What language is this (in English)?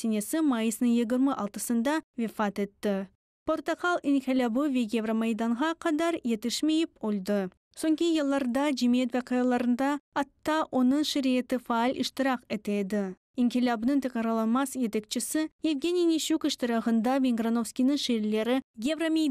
Crimean Tatar